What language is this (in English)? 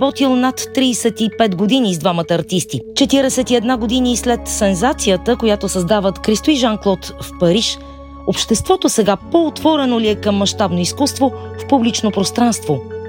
Bulgarian